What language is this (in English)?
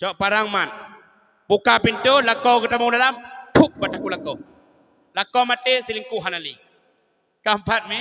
Achinese